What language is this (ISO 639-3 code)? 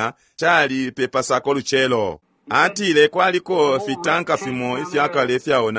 bem